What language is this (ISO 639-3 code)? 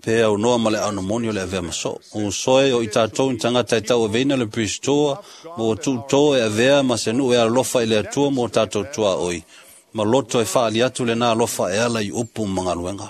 smo